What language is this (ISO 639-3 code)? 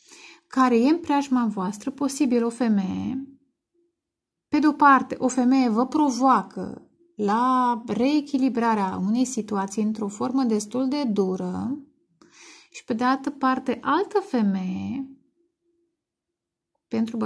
ron